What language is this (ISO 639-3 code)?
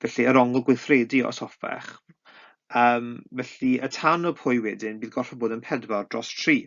cym